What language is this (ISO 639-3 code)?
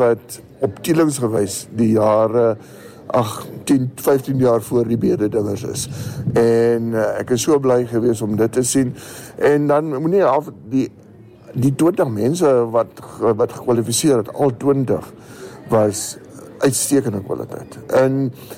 afr